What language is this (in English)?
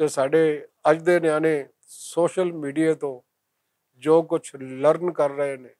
Western Panjabi